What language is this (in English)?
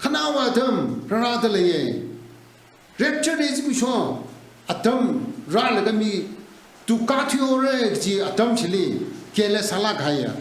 Tangkhul Naga (India)